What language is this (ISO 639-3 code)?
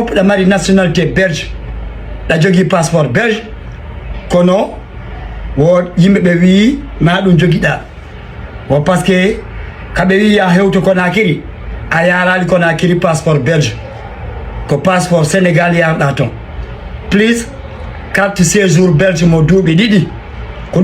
ful